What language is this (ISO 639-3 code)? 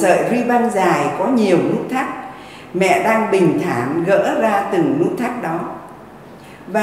vie